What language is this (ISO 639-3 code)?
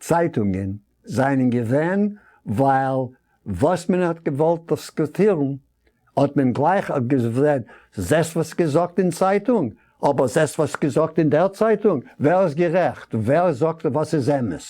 yid